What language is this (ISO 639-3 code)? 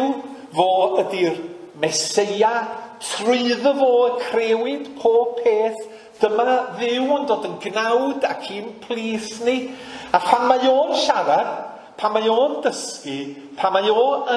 cym